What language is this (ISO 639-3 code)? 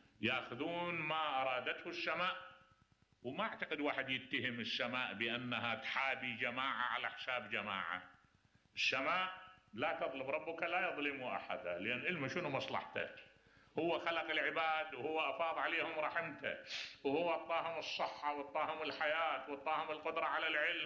acm